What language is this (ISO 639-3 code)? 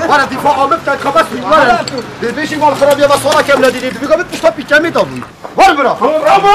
kur